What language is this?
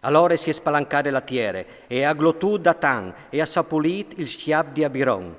Friulian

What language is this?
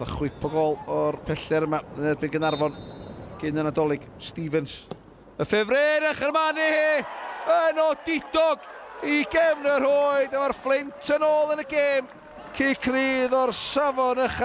Welsh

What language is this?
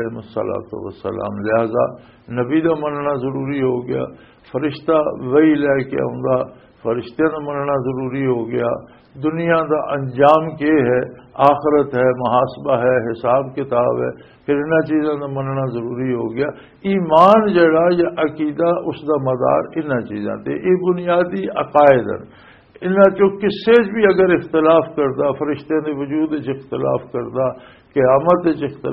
Western Panjabi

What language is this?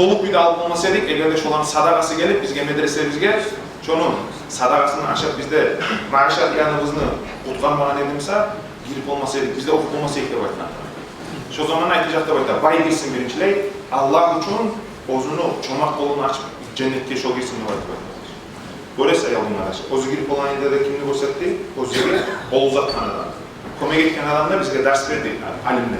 Kumyk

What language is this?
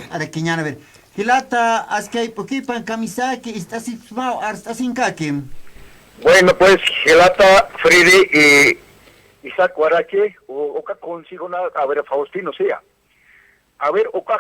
Aymara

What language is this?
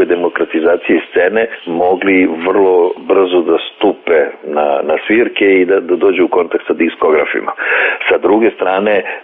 Serbian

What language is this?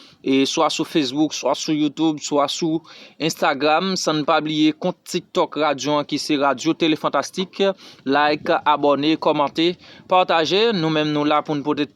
Haitian Creole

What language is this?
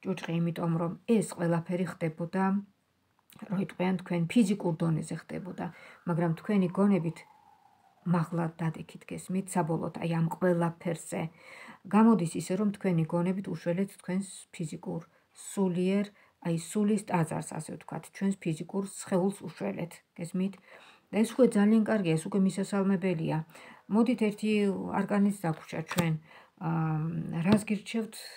Georgian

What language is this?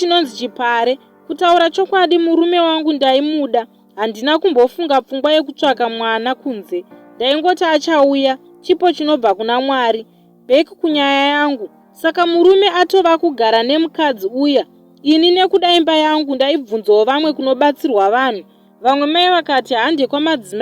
Shona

